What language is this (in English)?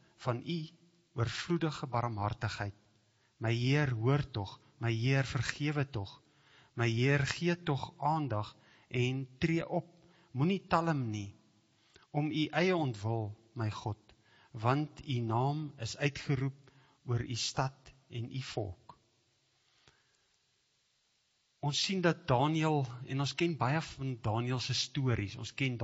Afrikaans